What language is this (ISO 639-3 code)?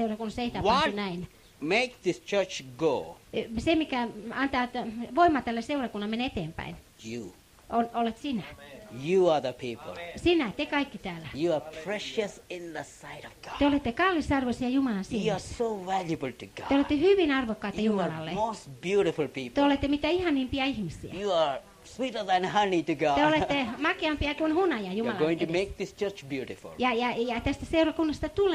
fin